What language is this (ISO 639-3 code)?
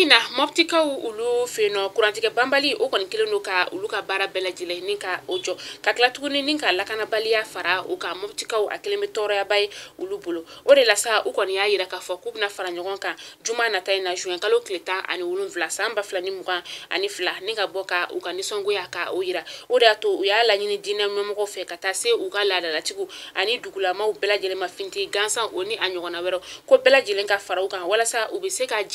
bam